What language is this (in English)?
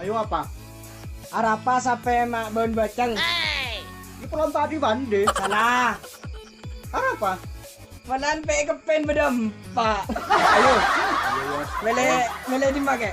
Madurese